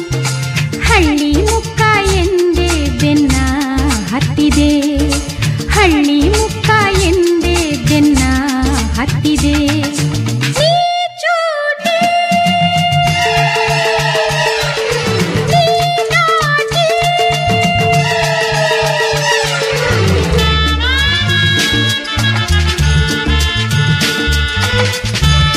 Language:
Kannada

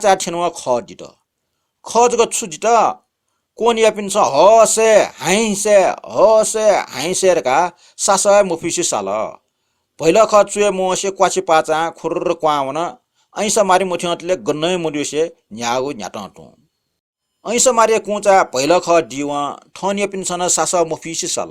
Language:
Newari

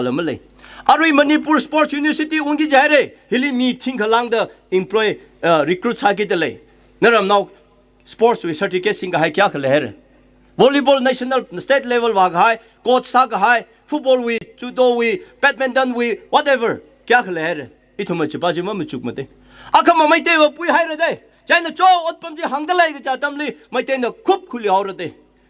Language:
Tangkhul Naga (India)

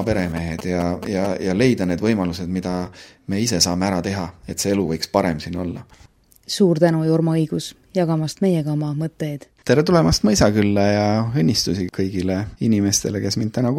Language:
Estonian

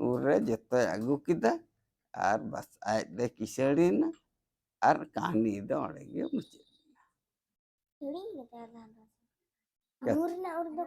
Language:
Santali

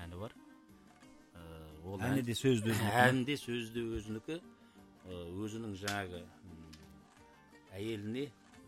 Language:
Kazakh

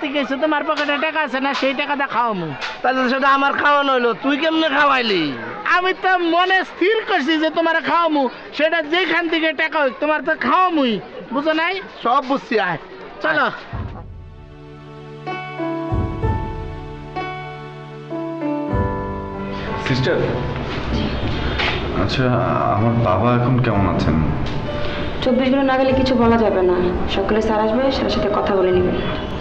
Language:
Bangla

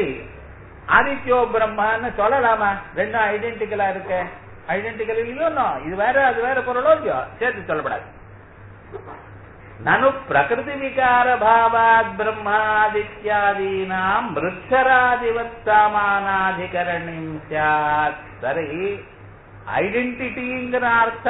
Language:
Tamil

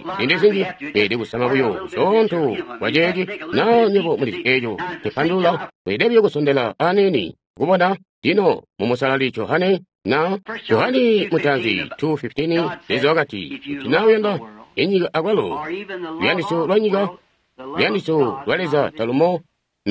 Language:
Tonga (Zambia)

